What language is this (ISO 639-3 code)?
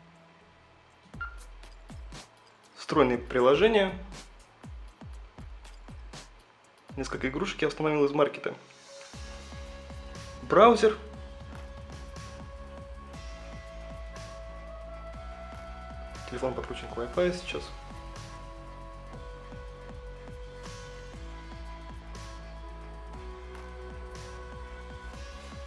rus